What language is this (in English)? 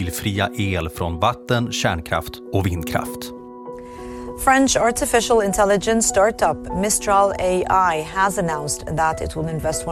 Swedish